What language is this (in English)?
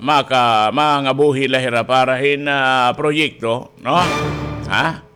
Waray